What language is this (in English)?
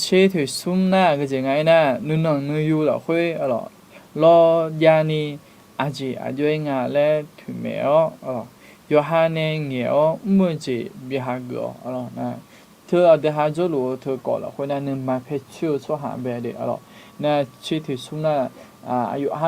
Akha